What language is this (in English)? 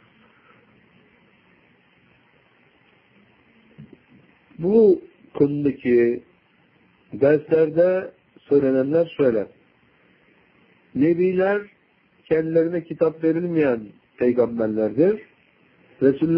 Turkish